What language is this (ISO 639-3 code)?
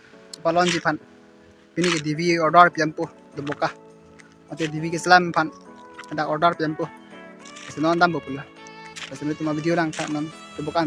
mjw